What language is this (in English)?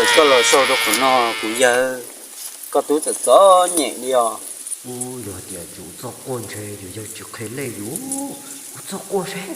Hmong